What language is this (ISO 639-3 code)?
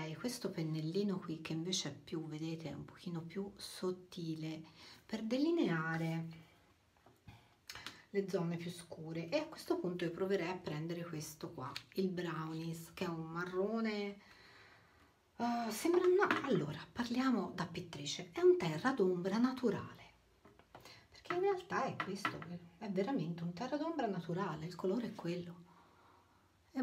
ita